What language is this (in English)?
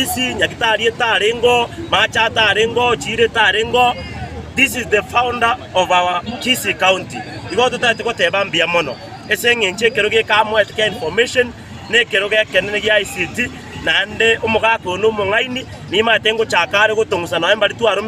Gusii